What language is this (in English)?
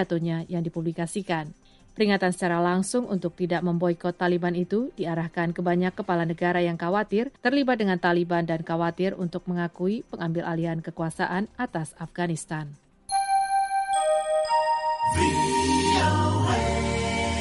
Indonesian